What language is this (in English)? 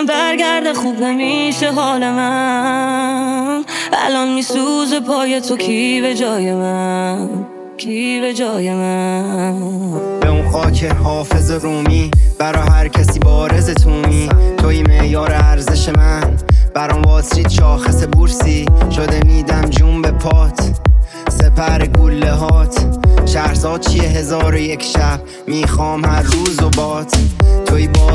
Persian